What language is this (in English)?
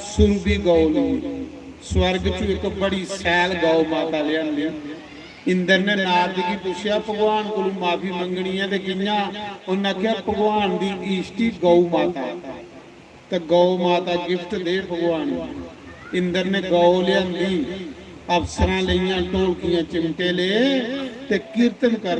Dogri